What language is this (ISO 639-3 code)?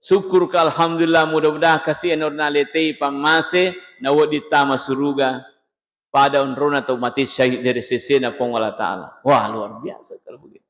bug